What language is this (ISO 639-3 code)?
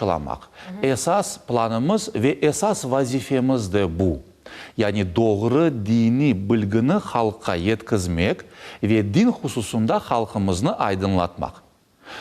crh